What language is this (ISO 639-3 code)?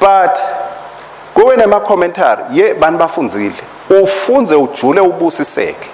ssw